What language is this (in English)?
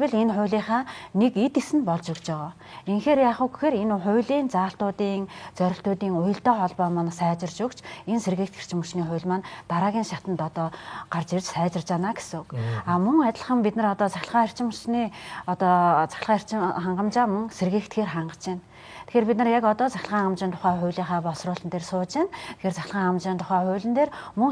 Mongolian